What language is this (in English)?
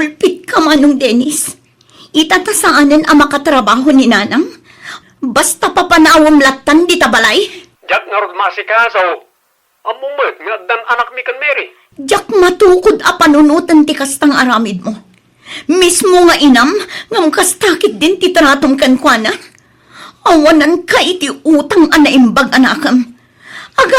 Iloko